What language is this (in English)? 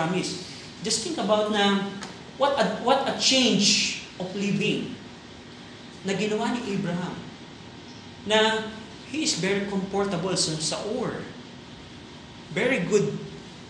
Filipino